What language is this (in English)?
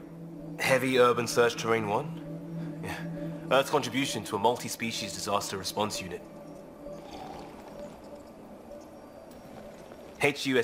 English